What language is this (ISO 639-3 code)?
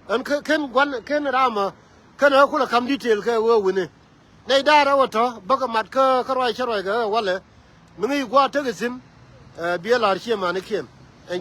nus